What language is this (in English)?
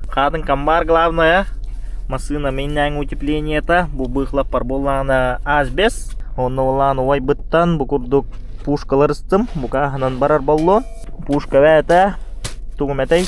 Yakut